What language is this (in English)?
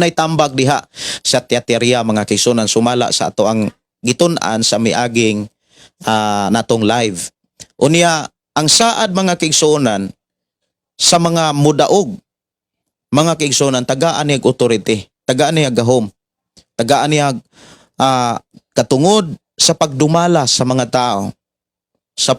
Cebuano